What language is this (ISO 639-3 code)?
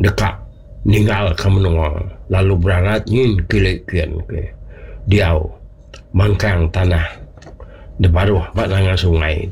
iba